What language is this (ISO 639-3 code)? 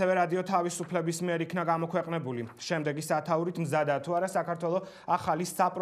kat